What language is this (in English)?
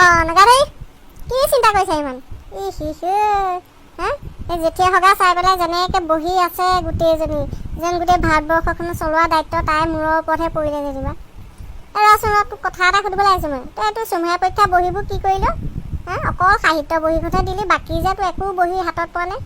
Assamese